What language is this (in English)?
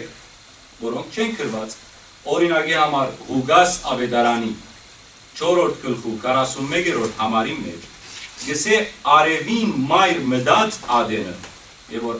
Western Armenian